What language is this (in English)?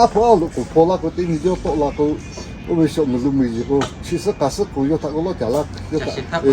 Lahu